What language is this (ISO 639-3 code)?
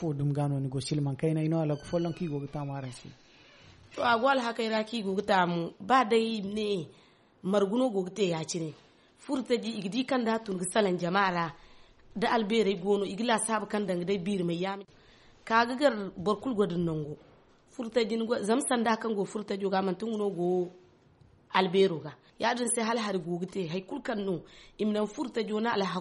dje